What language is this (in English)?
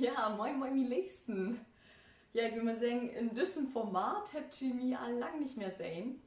Low German